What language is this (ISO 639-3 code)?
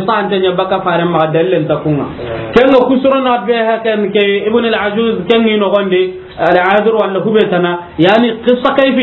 snk